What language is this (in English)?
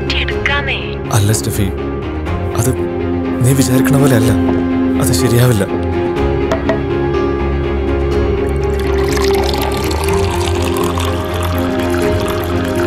Malayalam